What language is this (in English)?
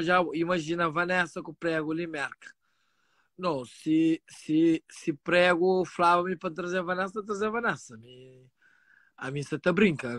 Kabuverdianu